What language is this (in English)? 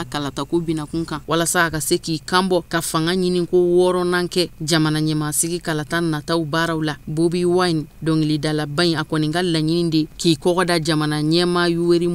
Bambara